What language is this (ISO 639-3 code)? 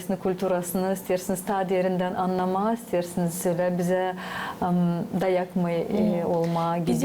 gag